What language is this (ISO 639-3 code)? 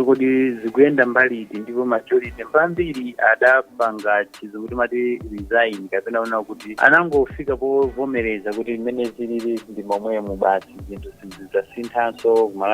nya